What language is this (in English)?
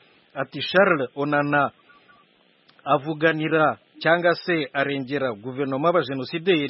Kinyarwanda